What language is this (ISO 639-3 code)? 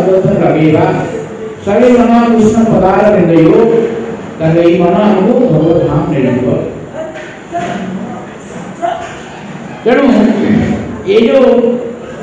ori